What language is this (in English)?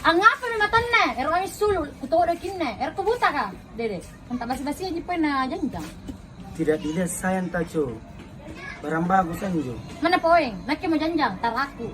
Minangkabau